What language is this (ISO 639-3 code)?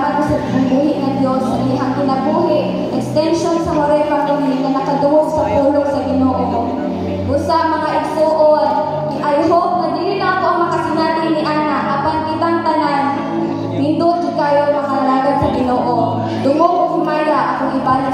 ceb